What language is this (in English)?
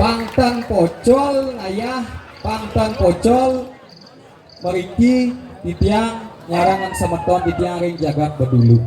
Balinese